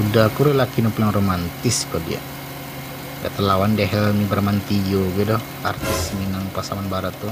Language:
Minangkabau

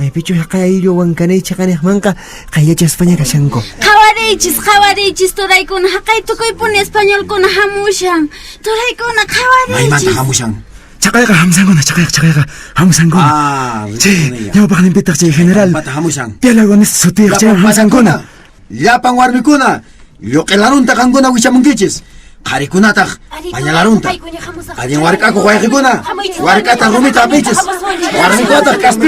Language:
Quechua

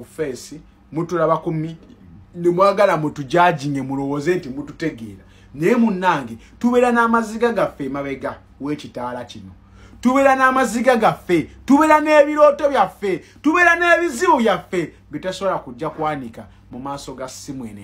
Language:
Ganda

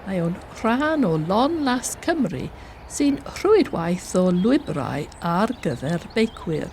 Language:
Welsh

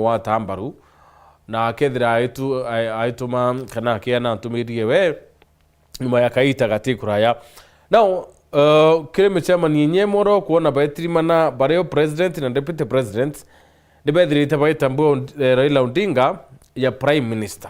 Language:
Meru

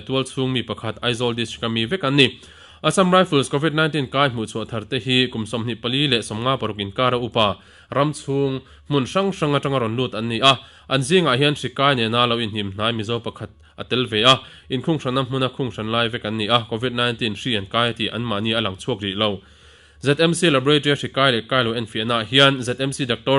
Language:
Mizo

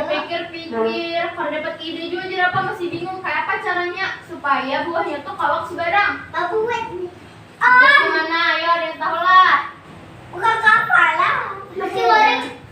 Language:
Banjar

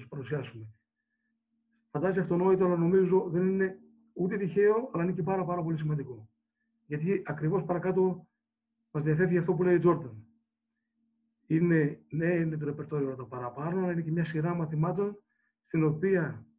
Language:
Greek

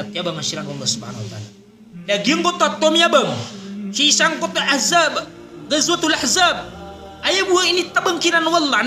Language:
Maranao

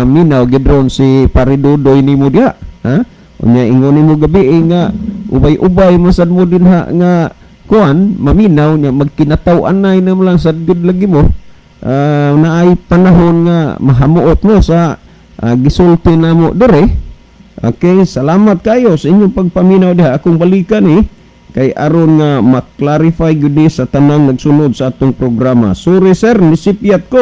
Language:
Cebuano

